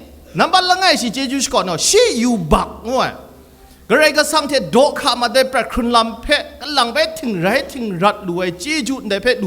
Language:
Kachin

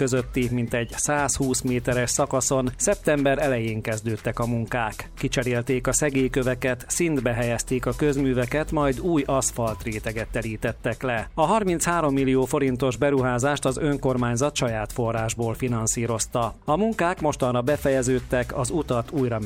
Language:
Hungarian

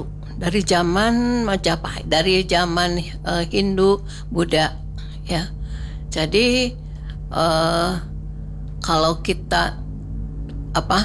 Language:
Indonesian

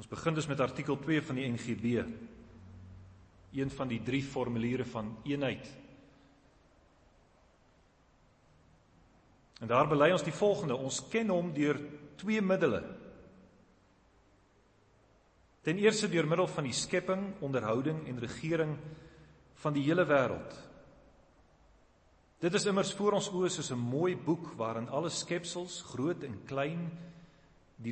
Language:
Afrikaans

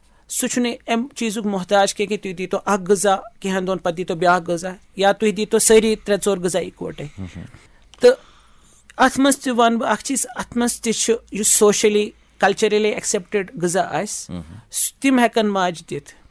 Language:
Kashmiri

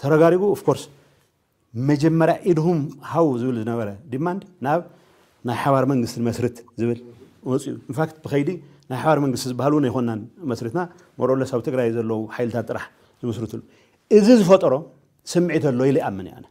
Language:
Tigrinya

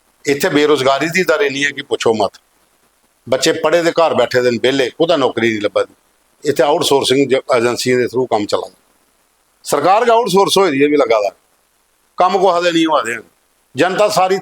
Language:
Dogri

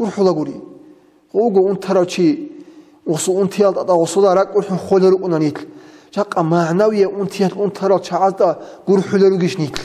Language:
Avaric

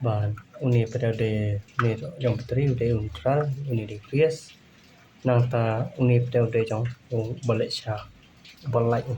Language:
Khasi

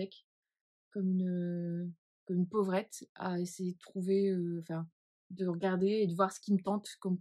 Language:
French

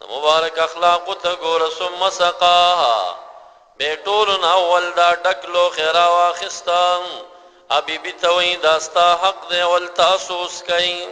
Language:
Pashto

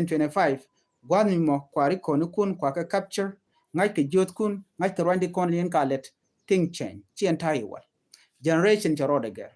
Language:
Nuer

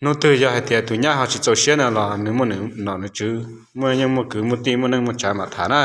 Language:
Hmong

